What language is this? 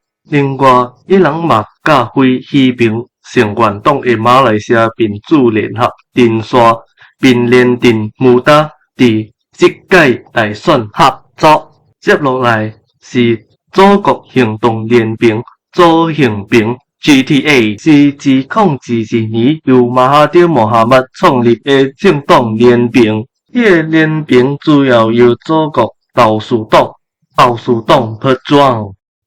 Min Nan Chinese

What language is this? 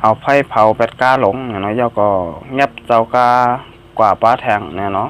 Shan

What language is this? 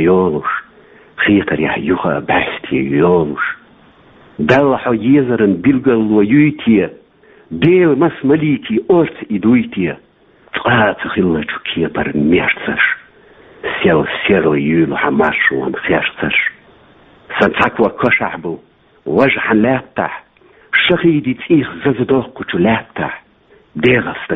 Chechen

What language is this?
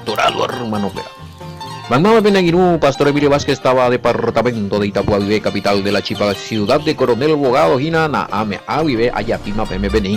Guarani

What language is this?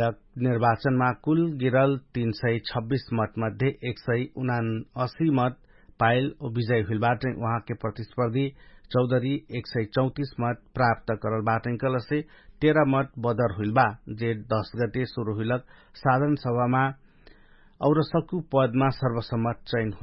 Dangaura Tharu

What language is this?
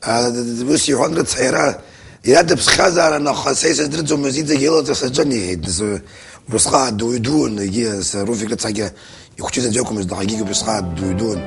Abkhazian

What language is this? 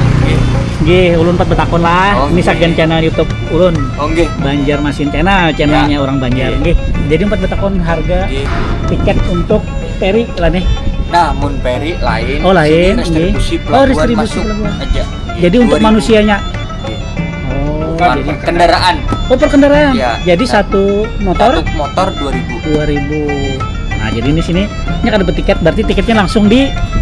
Banjar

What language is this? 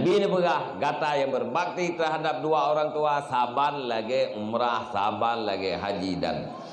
Achinese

